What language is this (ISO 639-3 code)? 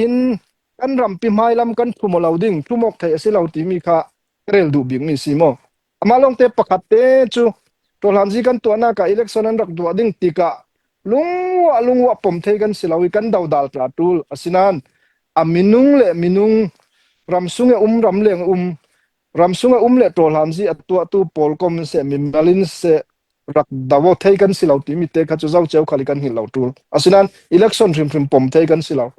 cnh